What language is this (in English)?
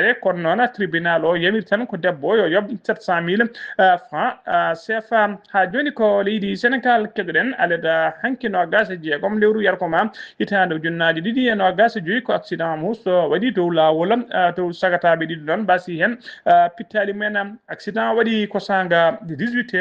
Fula